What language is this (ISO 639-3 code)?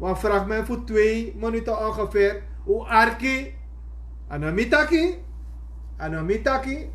srn